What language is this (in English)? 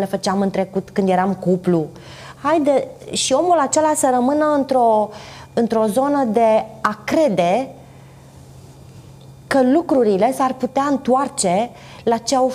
Romanian